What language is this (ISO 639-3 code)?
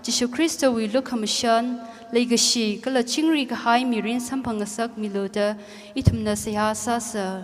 nmf